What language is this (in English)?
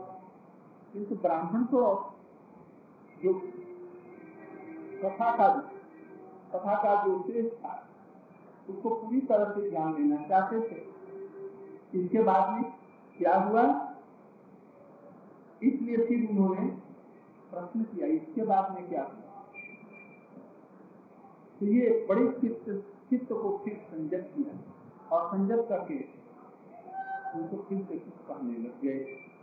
Hindi